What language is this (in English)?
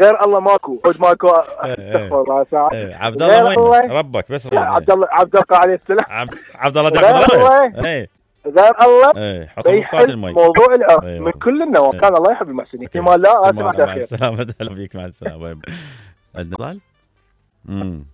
Mesopotamian Arabic